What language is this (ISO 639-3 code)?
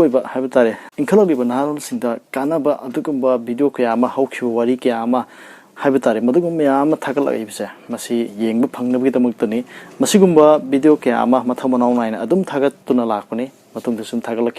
mni